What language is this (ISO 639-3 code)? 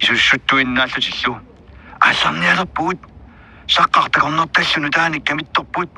kal